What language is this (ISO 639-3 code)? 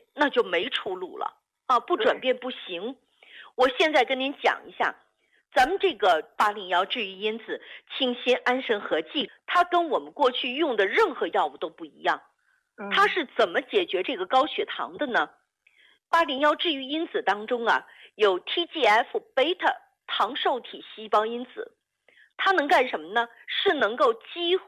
zho